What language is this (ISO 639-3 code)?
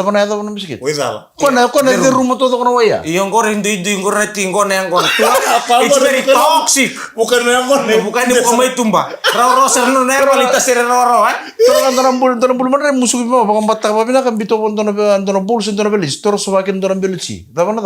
fij